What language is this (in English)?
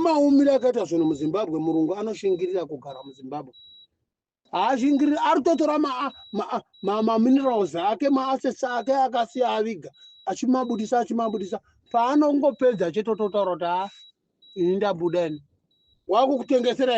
Shona